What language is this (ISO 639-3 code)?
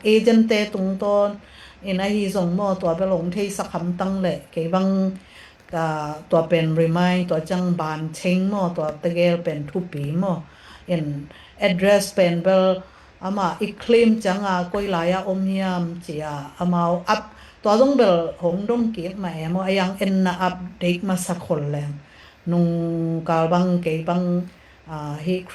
ctd